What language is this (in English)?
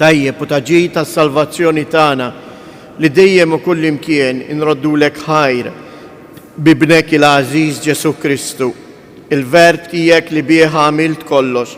Maltese